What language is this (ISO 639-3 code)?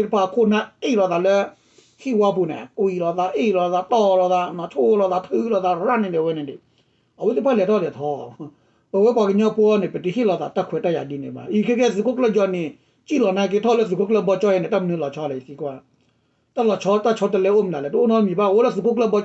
ksw